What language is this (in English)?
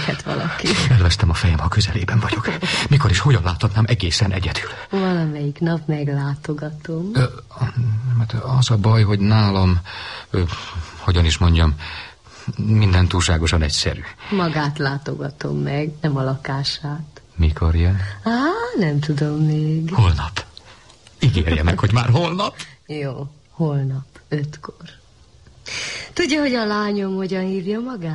Hungarian